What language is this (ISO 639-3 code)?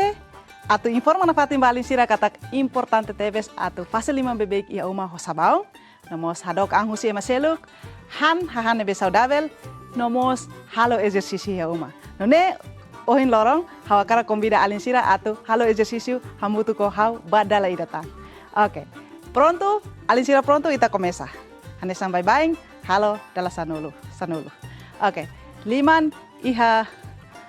tet